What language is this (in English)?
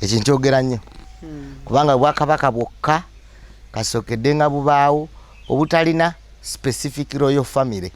Ganda